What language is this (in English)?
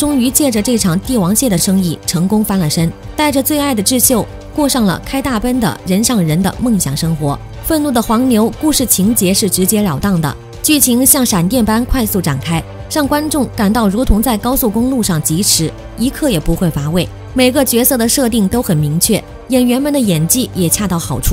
Chinese